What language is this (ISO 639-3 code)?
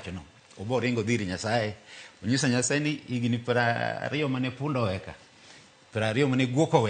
luo